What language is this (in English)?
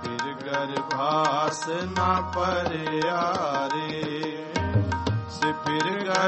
Punjabi